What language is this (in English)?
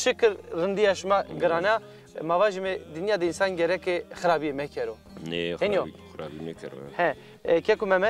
Zaza